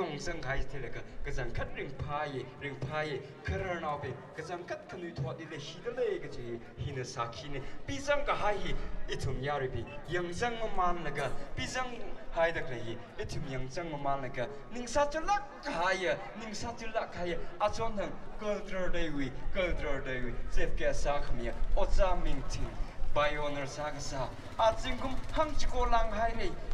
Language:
Tangkhul Naga (India)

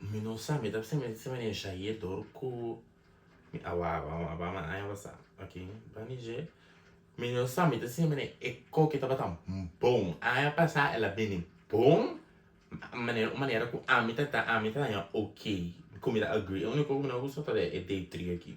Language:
Papiamento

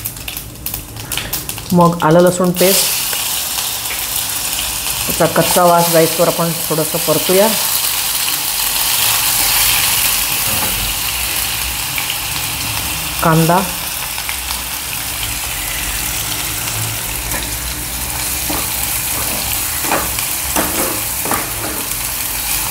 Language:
Marathi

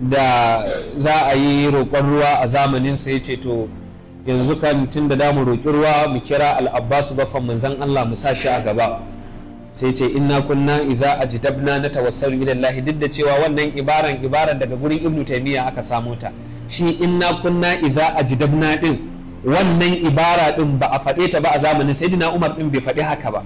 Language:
Hausa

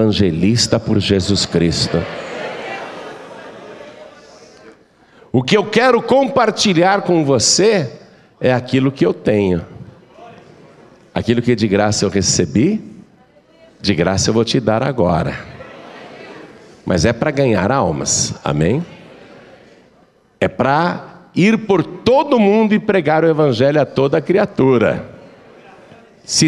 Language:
Portuguese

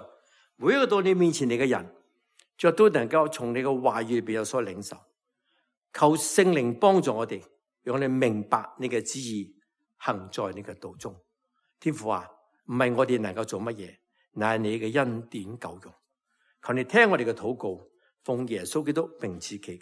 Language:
Cantonese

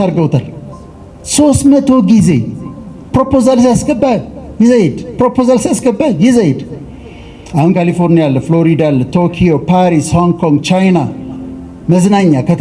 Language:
Amharic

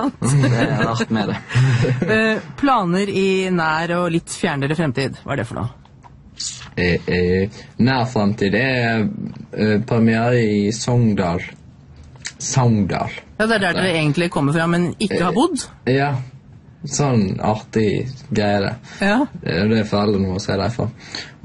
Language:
Norwegian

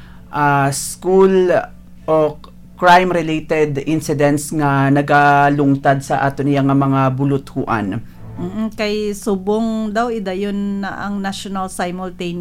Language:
Hiligaynon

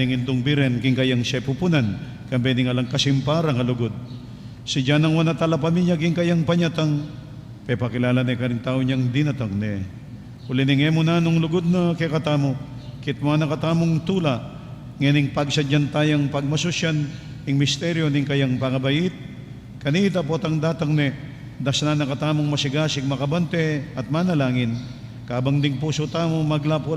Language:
Pampanga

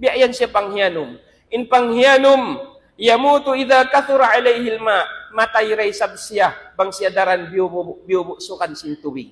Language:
Tausug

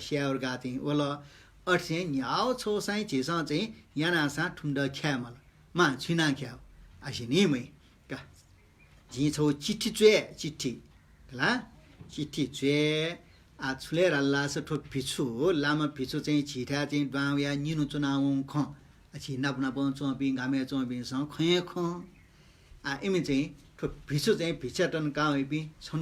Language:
Newari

